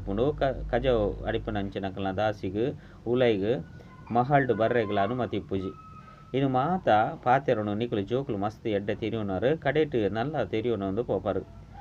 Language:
Tulu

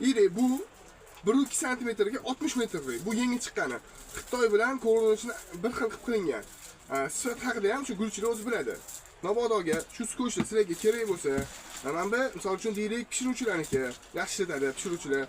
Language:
Uzbek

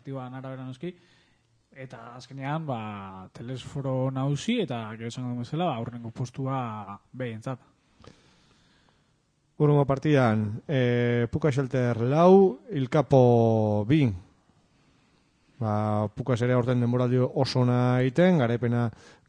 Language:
Basque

